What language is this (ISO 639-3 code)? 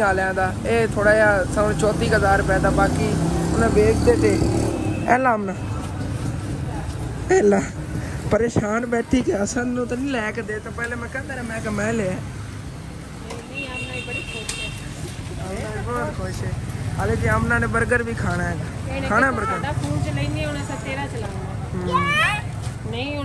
pan